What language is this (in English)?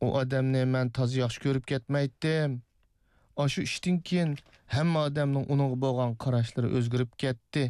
Uyghur